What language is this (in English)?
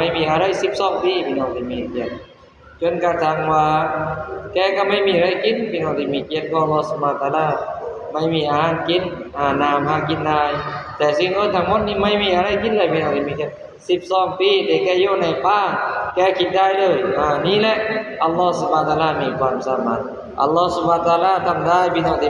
Lao